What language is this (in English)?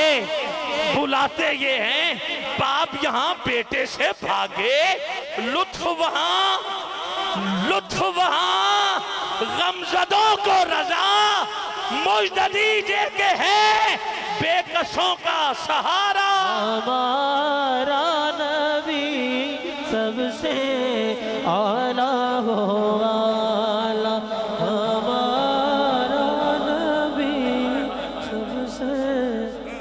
Urdu